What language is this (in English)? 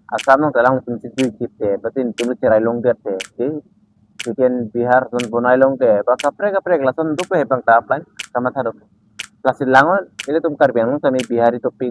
Karbi